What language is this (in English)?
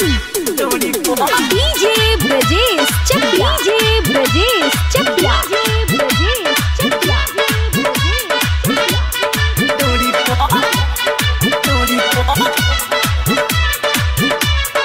Bhojpuri